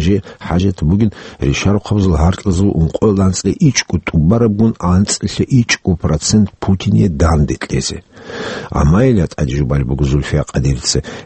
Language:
Avaric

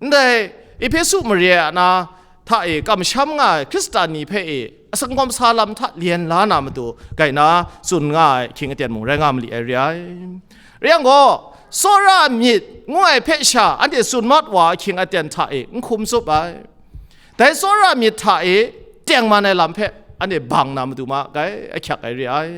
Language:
Kachin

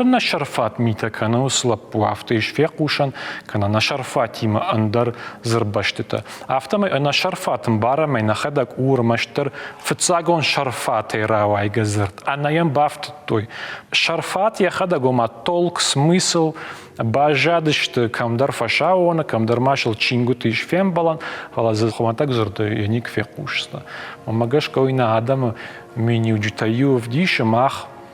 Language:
Ossetic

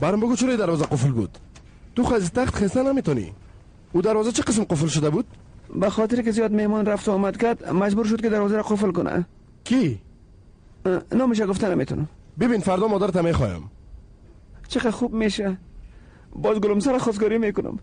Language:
Persian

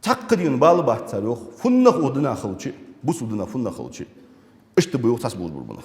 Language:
Ingush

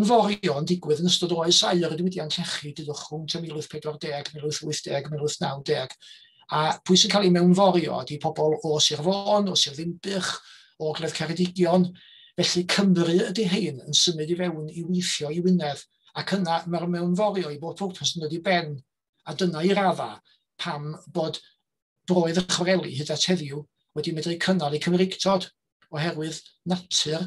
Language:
Welsh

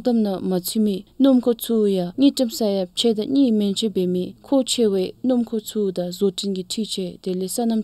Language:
Dzongkha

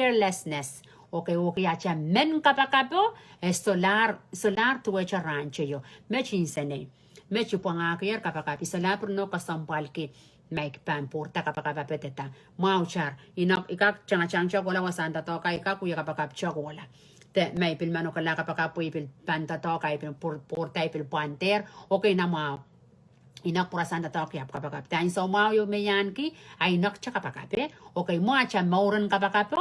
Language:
Pohnpeian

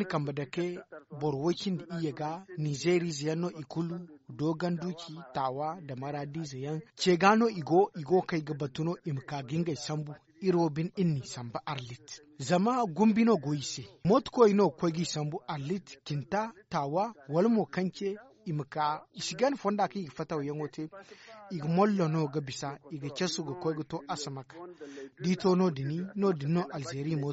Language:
Zarma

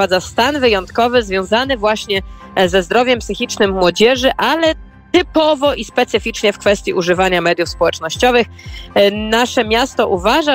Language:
Polish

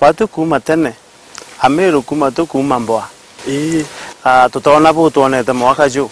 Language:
Meru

